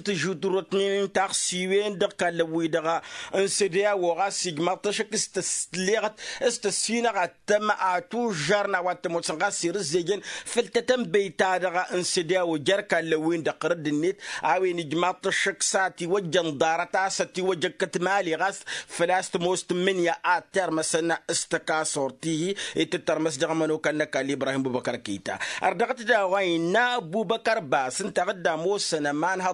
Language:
Tamasheq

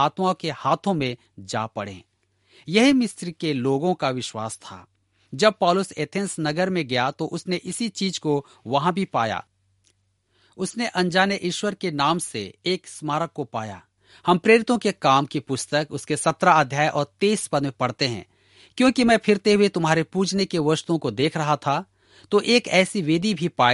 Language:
Hindi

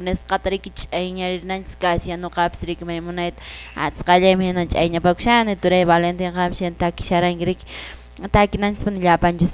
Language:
Quechua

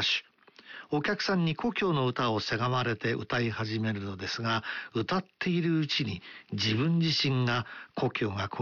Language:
Japanese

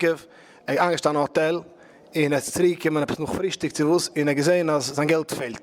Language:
Yiddish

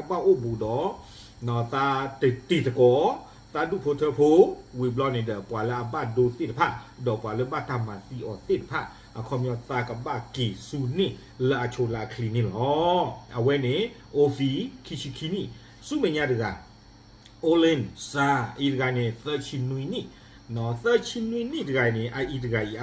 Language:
S'gaw Karen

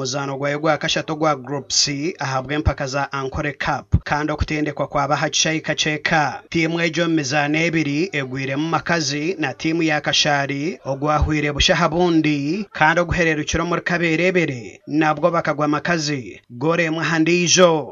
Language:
Nyankole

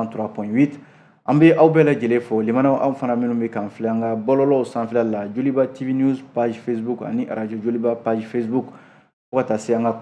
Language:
Bambara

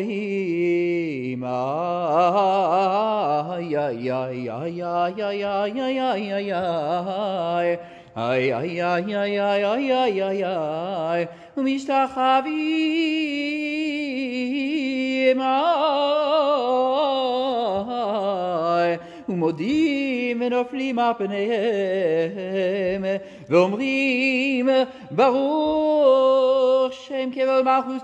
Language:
Hebrew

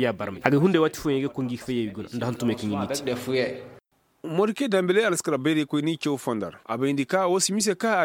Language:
Koyraboro Senni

